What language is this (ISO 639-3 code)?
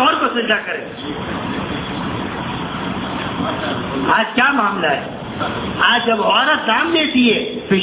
urd